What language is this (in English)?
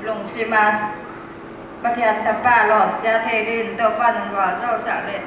Paite Chin